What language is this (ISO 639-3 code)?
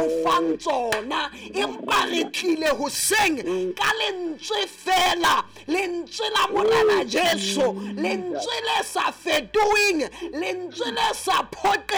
sot